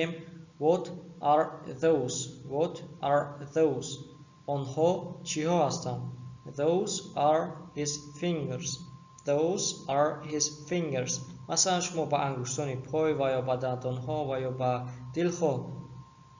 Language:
Tajik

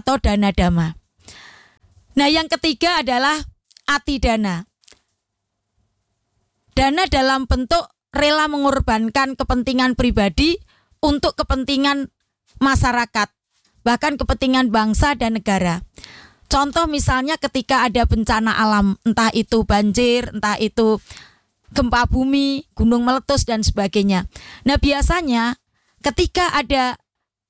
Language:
Indonesian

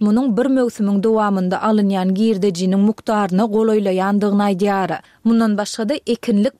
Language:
Turkmen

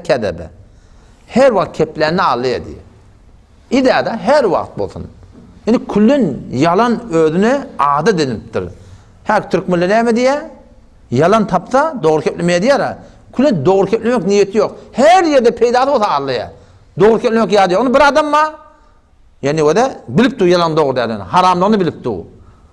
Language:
Turkmen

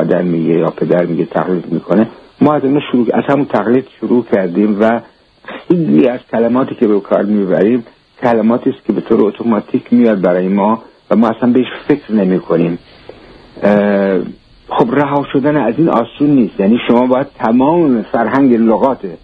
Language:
Persian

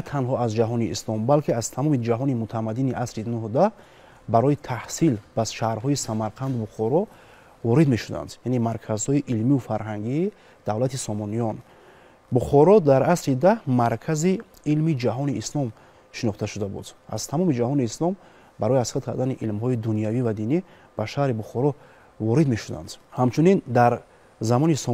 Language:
Tajik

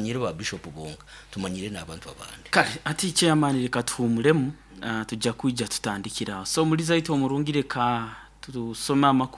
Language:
Nyoro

